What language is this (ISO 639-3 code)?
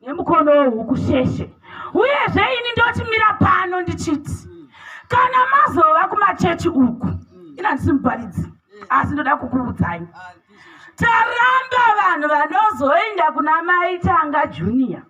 sna